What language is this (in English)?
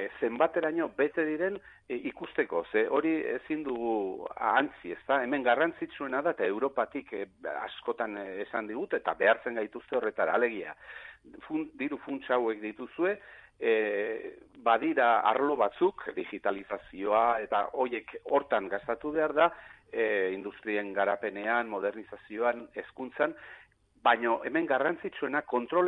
Basque